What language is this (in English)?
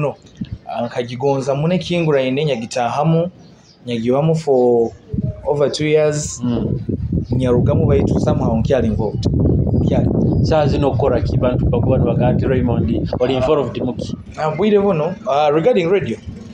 Nyoro